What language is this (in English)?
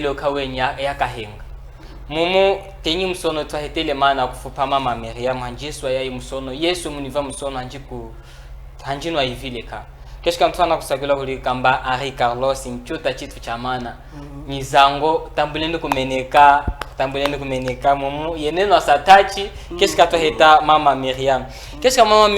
Chokwe